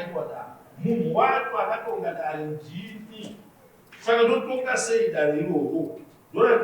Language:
Shona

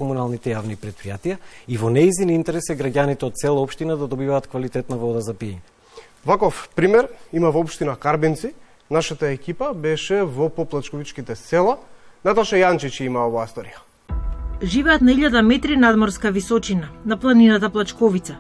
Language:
Macedonian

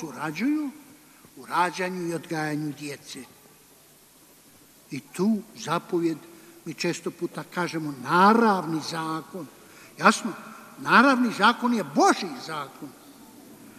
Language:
Croatian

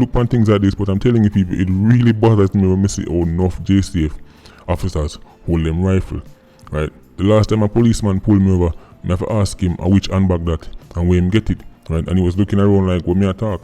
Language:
Jamaican Creole English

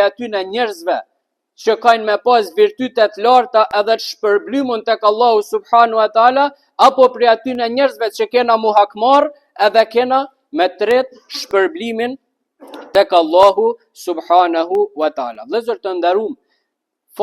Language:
Albanian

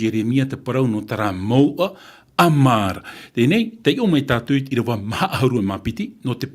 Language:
Tahitian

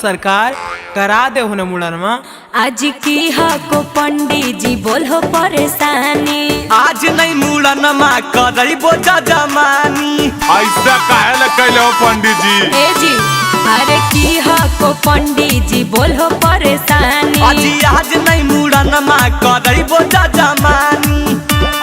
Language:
Magahi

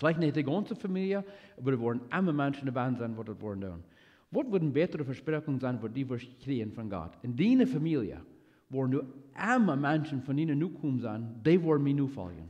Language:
Plautdietsch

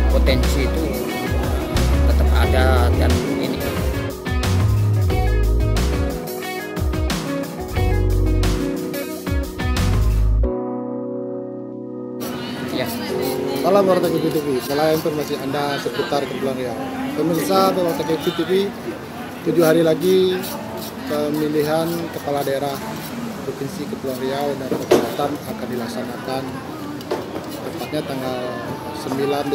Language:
Indonesian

